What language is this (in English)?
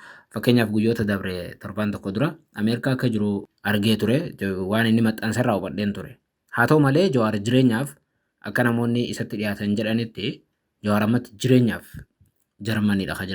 Oromo